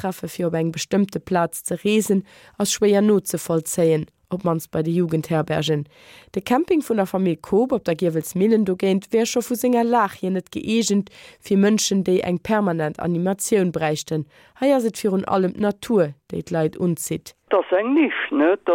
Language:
Luxembourgish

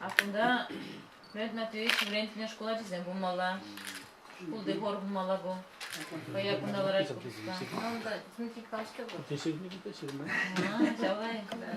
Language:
Chuvash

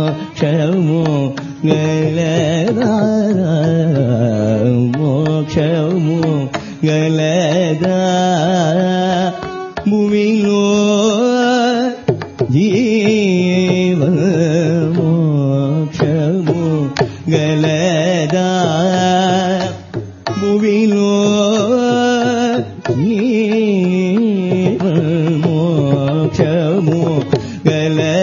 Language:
Telugu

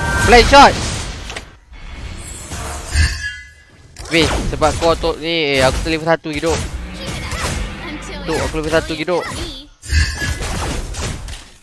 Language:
Malay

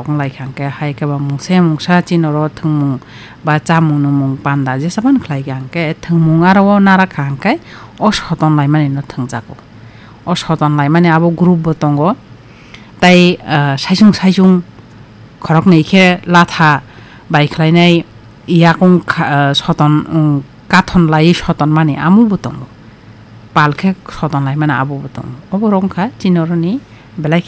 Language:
Kok Borok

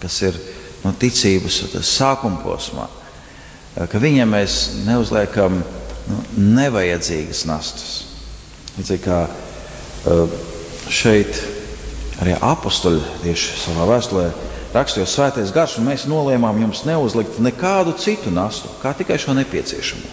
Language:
Latvian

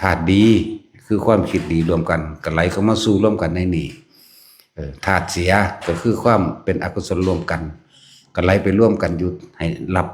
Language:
Northeastern Thai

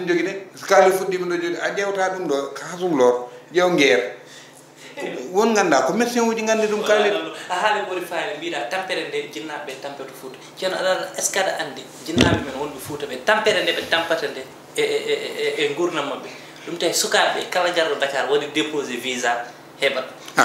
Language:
Fula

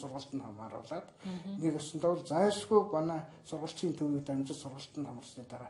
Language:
Mongolian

